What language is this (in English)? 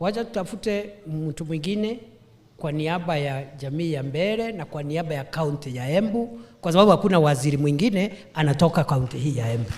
Swahili